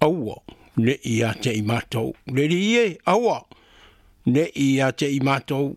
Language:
Samoan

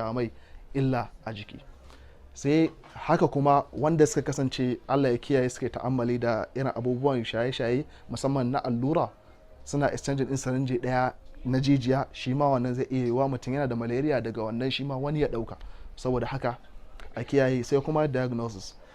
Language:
Hausa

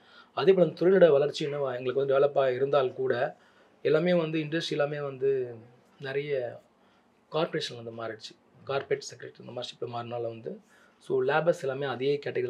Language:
Tamil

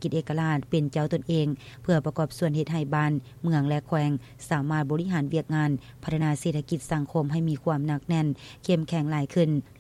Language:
Lao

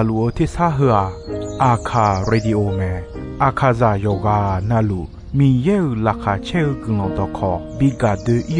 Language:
Akha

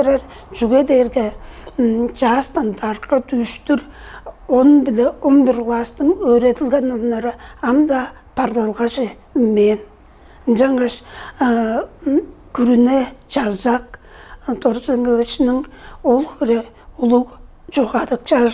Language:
Tuvinian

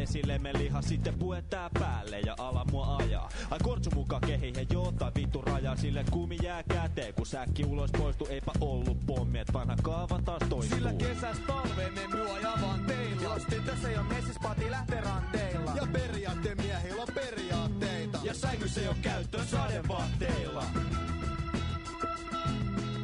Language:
Finnish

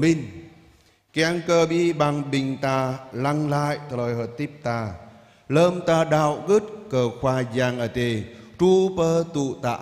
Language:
Jarai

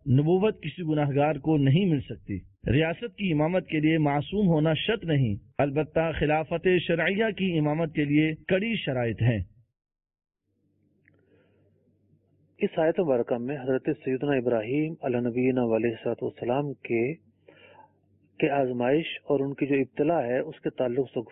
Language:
Urdu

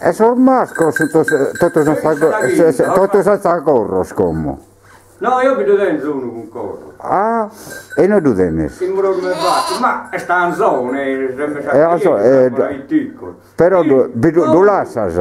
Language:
Sardinian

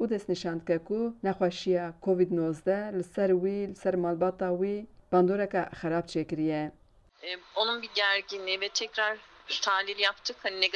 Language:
Kurdish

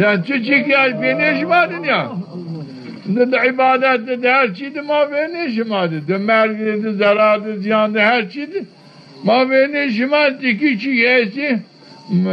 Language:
Zaza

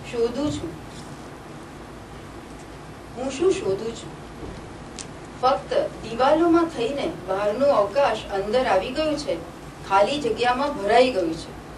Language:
Gujarati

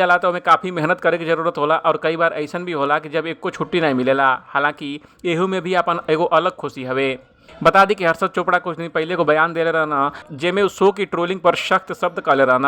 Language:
Bhojpuri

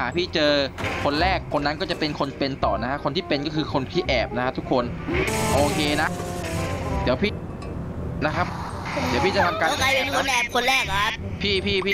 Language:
Thai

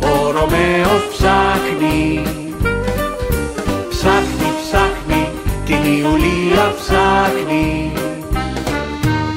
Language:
Greek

